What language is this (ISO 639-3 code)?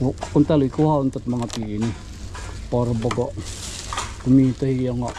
war